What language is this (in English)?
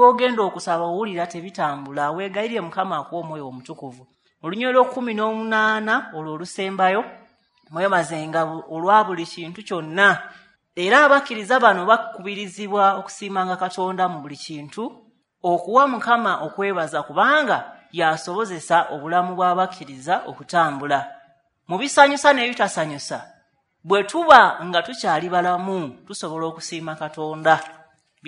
Ganda